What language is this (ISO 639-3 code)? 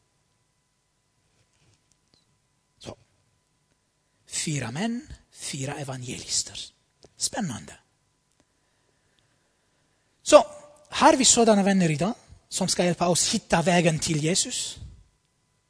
swe